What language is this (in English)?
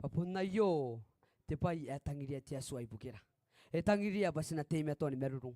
Gilbertese